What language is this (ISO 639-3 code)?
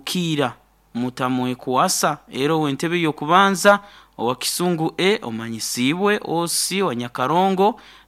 nyn